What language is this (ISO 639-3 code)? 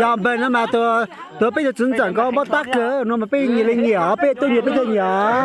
hmn